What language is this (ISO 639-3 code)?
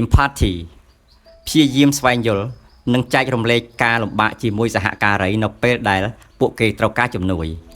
khm